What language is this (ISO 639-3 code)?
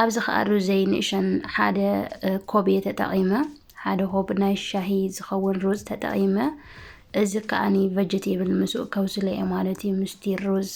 tir